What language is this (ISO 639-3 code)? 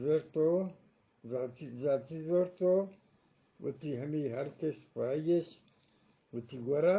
bgp